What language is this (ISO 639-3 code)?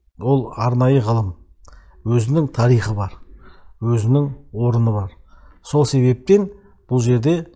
kaz